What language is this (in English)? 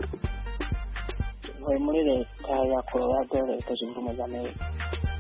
Kinyarwanda